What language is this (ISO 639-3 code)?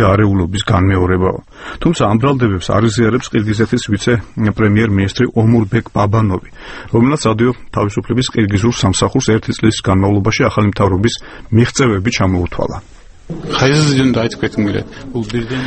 kat